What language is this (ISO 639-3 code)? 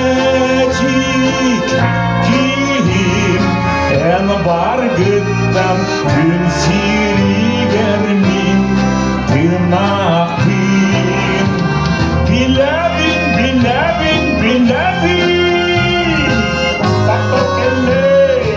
sah